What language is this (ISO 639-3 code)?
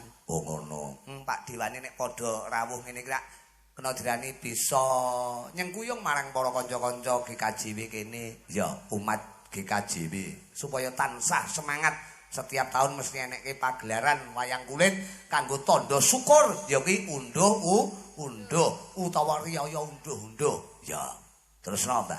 jav